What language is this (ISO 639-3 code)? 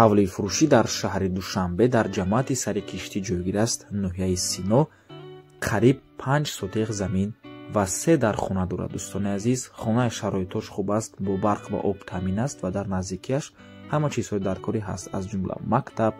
tgk